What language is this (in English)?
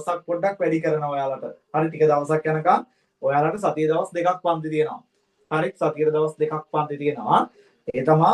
Sinhala